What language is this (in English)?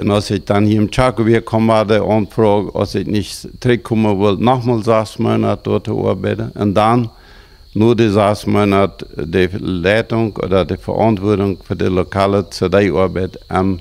Plautdietsch